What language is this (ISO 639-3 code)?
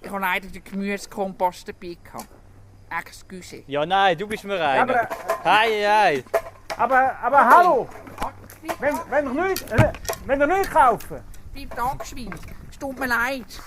gsw